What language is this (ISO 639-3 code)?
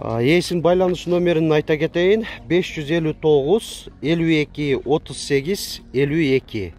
kir